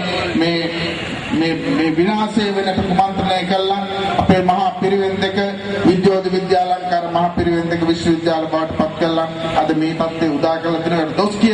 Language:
Sinhala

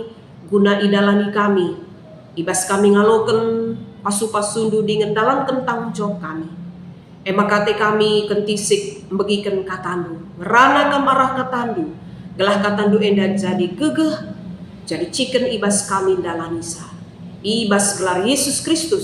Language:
Batak Karo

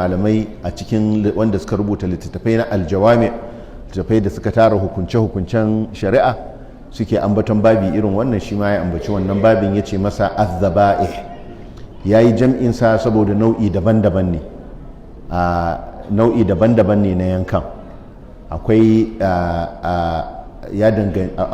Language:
Hausa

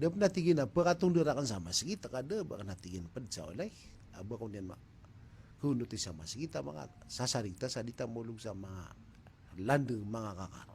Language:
Maranao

